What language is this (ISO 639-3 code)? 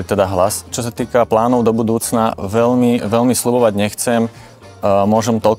slk